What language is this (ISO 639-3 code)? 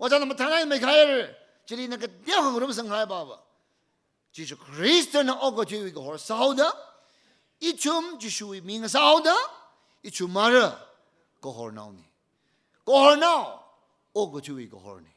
nmf